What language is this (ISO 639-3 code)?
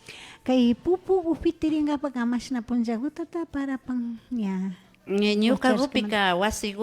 qvi